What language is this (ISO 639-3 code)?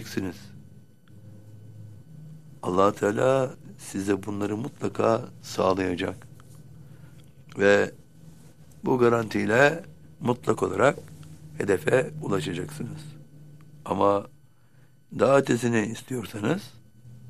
tur